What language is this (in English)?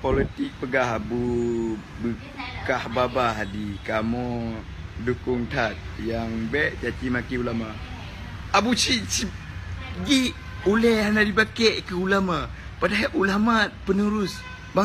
Achinese